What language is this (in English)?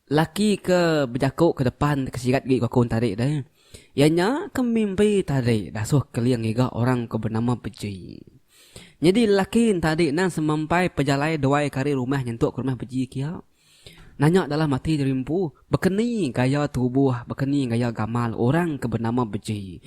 Iban